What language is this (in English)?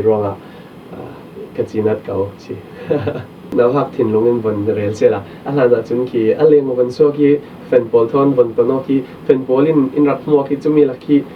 Falam Chin